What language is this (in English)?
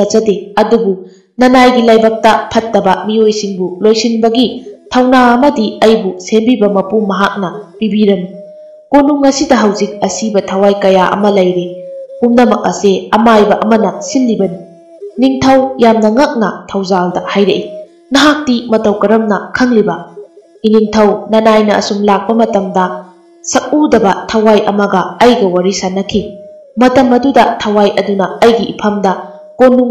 Manipuri